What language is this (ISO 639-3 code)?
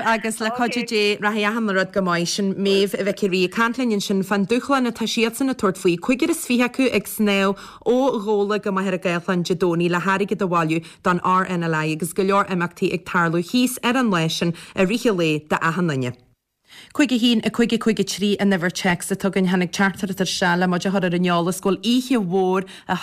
gle